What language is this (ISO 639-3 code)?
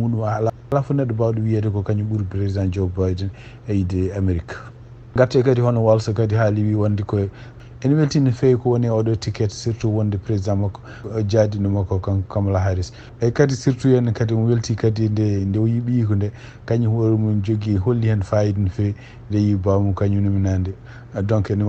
ful